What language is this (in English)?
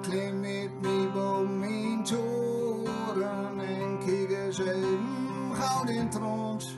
Gronings